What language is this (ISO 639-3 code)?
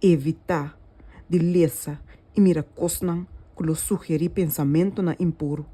pap